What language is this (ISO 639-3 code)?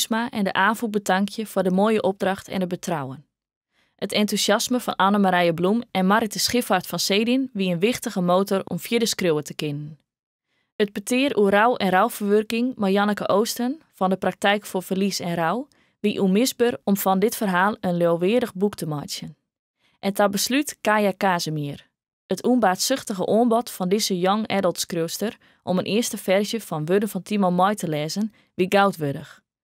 fry